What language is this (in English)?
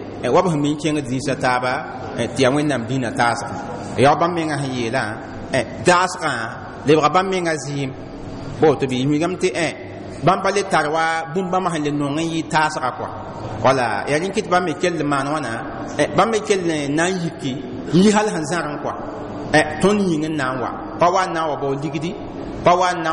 Mossi